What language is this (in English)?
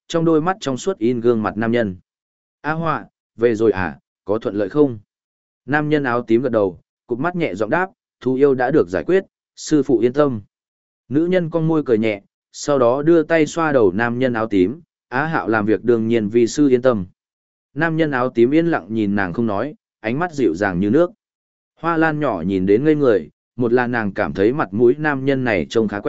Vietnamese